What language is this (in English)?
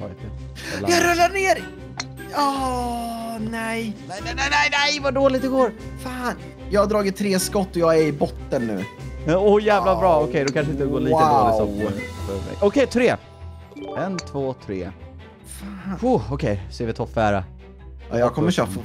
Swedish